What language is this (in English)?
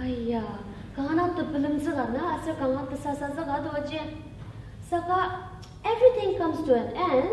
Ao Naga